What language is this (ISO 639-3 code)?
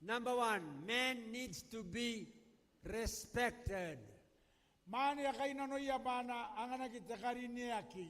gil